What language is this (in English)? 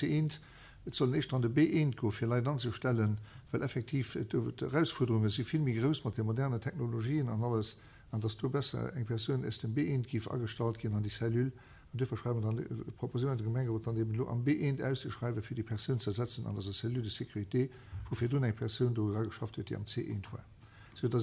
Luxembourgish